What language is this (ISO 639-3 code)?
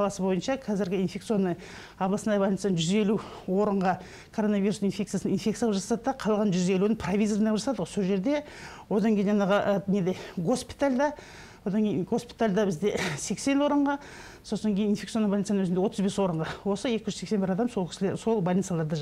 kaz